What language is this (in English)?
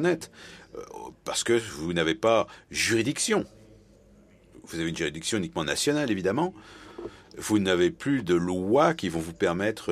French